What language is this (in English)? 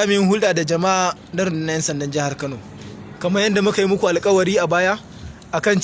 Hausa